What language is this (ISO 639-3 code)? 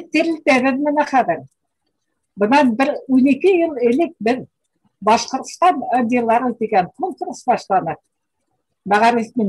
bak